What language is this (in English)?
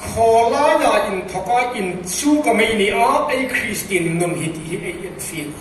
Hmar